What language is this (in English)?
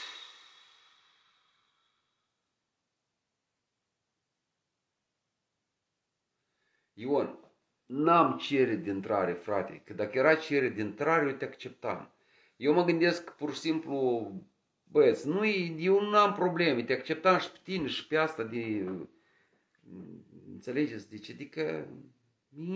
Romanian